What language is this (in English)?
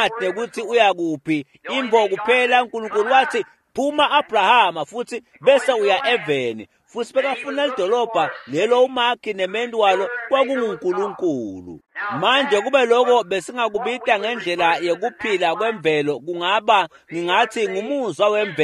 Swati